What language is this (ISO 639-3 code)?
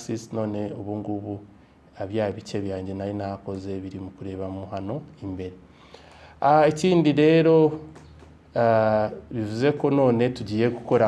kin